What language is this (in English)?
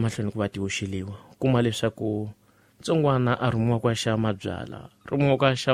Tsonga